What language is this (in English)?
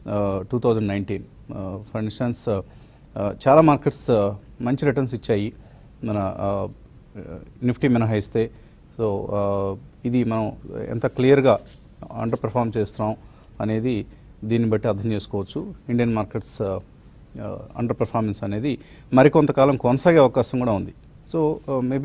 Telugu